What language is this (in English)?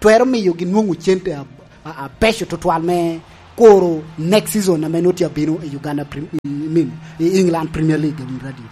Lango (Uganda)